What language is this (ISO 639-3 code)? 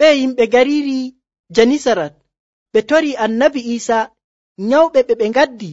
fuv